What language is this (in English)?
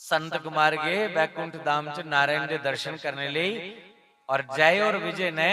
Dogri